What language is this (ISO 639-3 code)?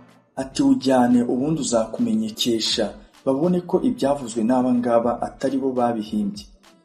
kin